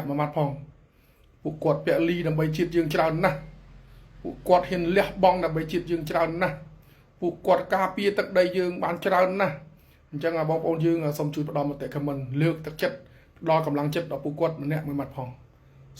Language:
Khmer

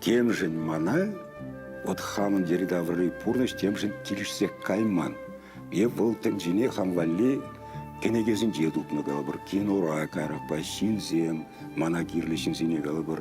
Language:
Chuvash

